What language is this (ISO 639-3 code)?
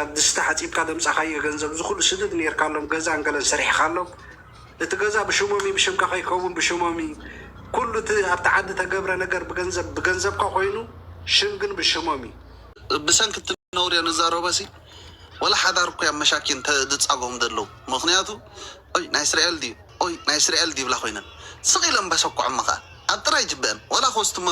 tir